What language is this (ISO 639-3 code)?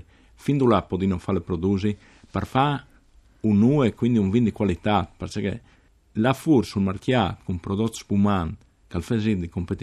fur